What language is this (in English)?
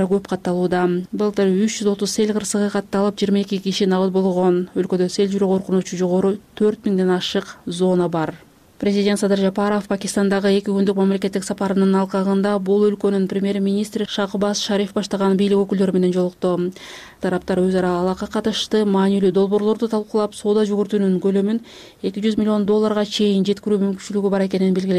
Kyrgyz